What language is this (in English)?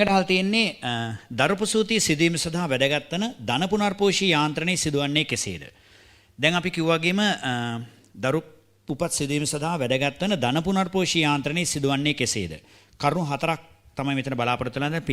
Sinhala